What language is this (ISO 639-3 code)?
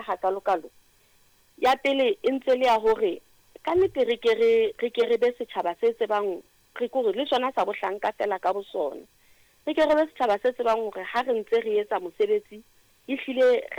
sot